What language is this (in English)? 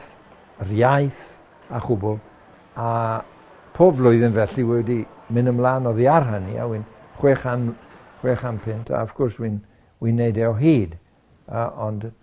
Welsh